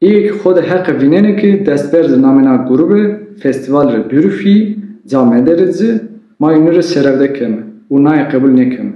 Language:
Zaza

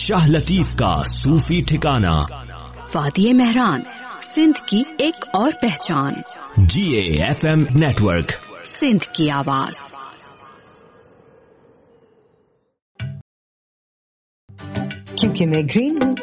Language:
Urdu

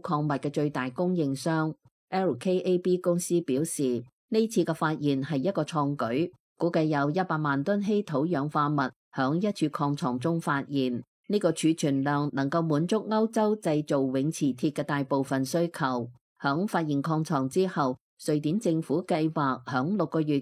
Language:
Cantonese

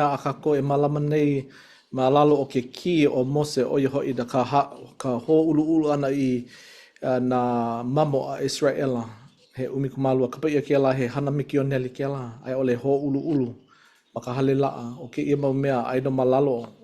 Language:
Hawaiian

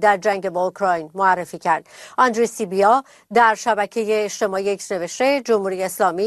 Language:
Persian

